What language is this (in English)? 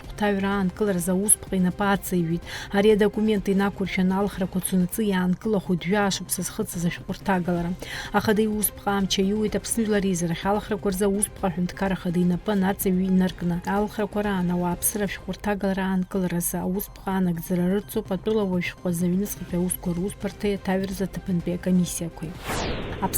Abkhazian